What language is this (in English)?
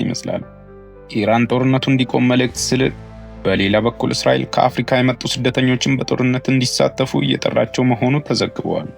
Amharic